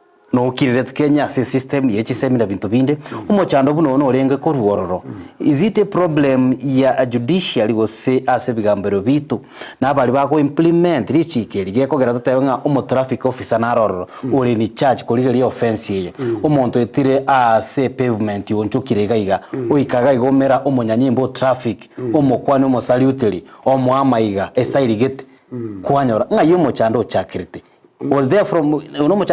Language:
Gusii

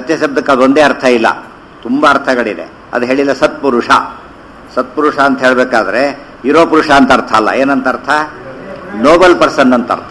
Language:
Kannada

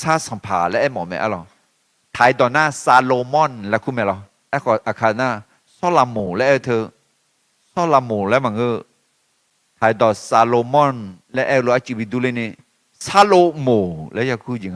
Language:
Akha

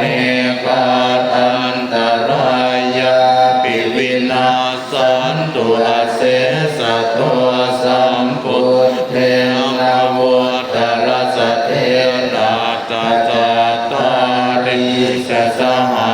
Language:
Pali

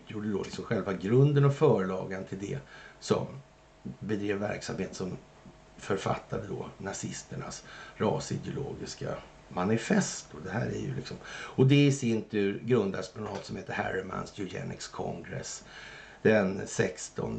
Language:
Swedish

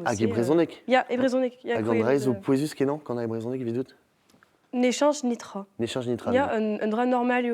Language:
Breton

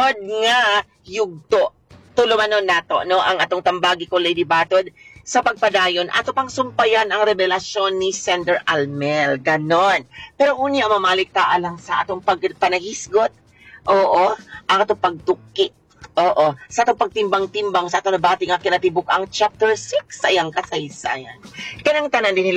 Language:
Cebuano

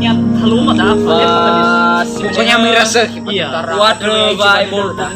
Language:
Nias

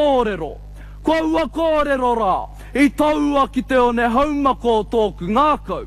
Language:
Māori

